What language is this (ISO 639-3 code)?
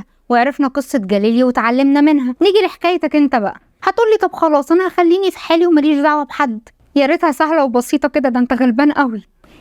arz